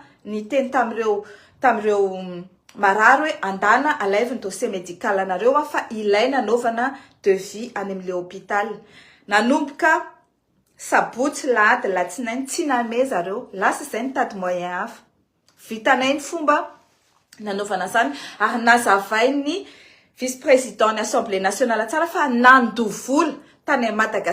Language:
Malagasy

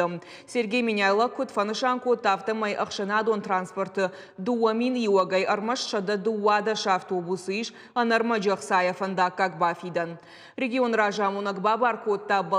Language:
Ossetic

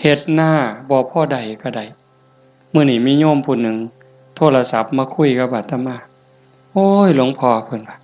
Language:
Northeastern Thai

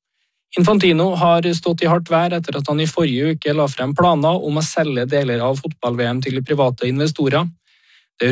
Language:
Norwegian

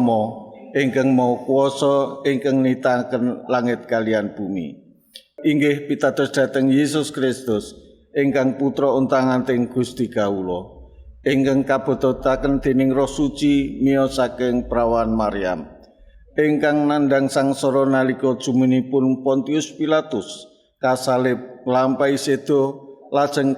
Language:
Javanese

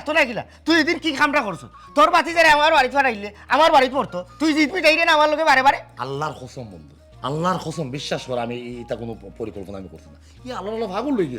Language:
Sylheti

